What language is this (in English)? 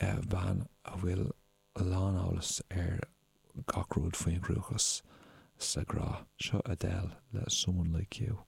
Irish